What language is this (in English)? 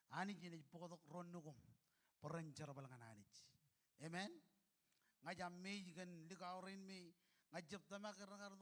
Marshallese